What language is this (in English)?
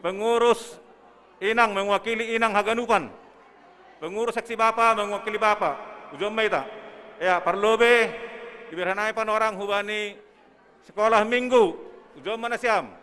Batak Simalungun